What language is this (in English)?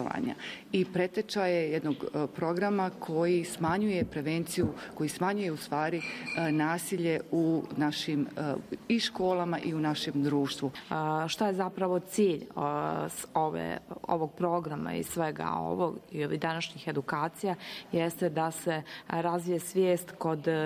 Bosnian